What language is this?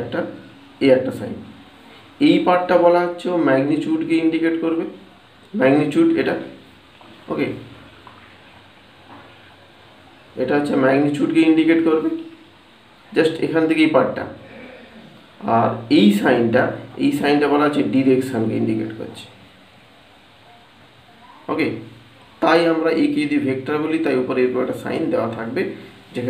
Bangla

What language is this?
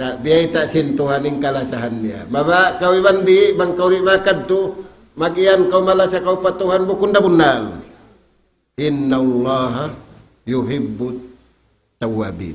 Tausug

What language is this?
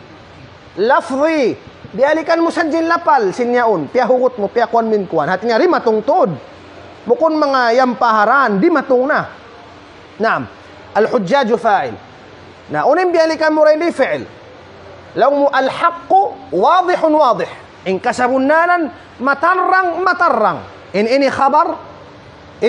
Tausug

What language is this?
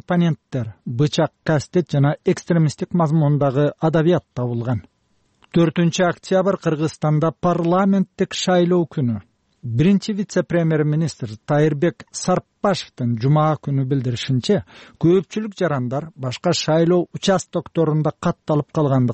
Kyrgyz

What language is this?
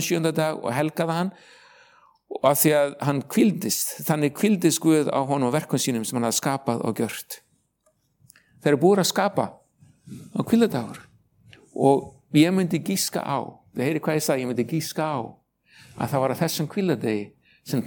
Icelandic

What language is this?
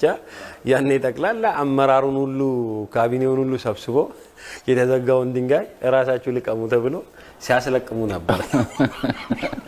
Amharic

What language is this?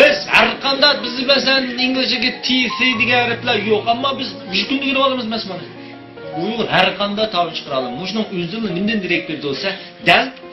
Uyghur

